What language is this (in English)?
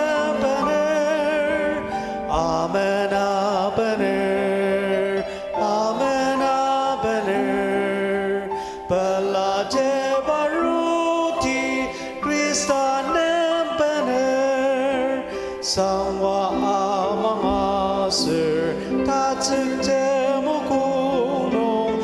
Ao Naga